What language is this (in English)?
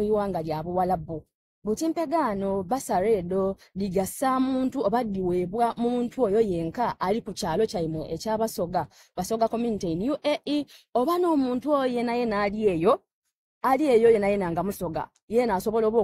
Soga